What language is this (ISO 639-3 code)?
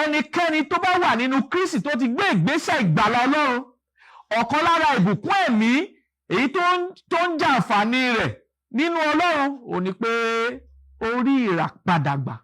yor